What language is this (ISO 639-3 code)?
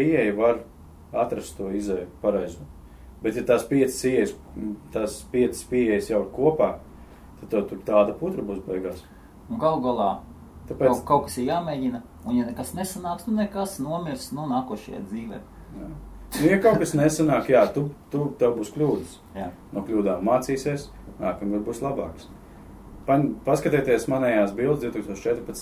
lav